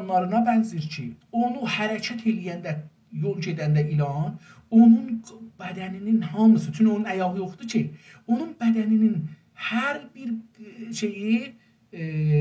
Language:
South Azerbaijani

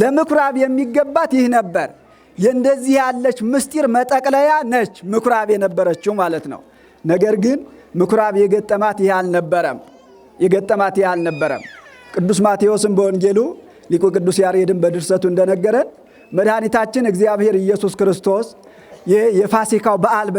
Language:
Amharic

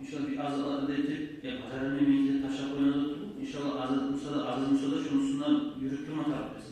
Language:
Kumyk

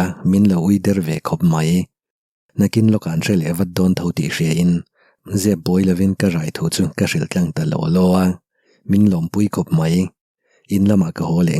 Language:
Mizo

